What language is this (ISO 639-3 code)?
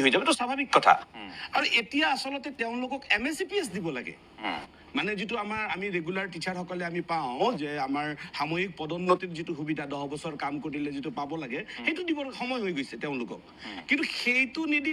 asm